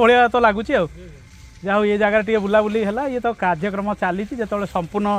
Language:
Odia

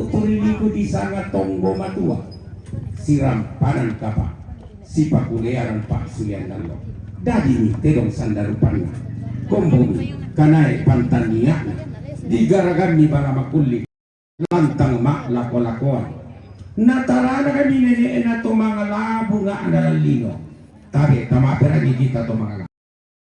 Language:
Toraja-Sa'dan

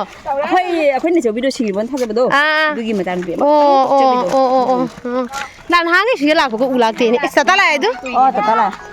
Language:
Manipuri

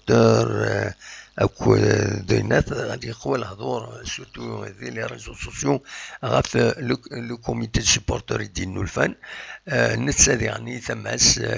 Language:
Kabyle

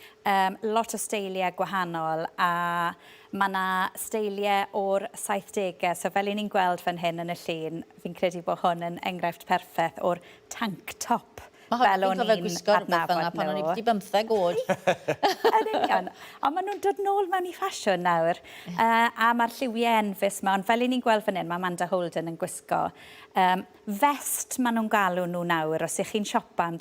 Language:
Welsh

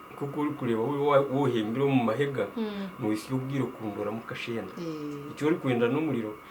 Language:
Nyankole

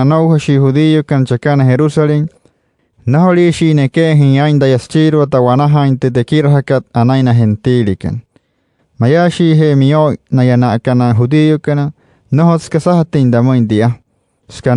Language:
Wayuu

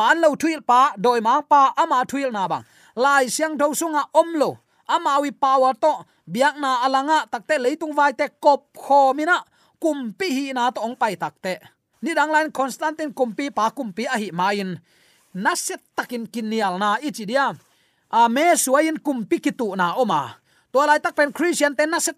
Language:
Tedim Chin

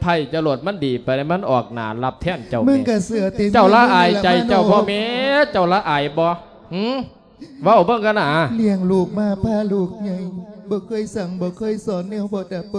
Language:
Lao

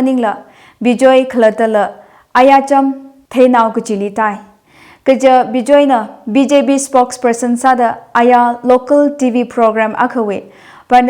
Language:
Tangkhul Naga (India)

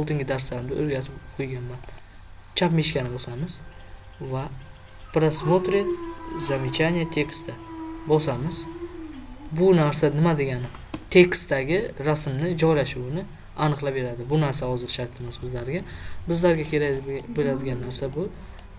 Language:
Uzbek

